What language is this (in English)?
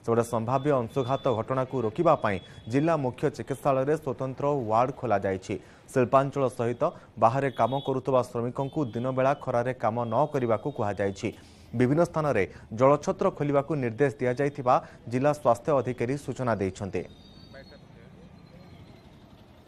Odia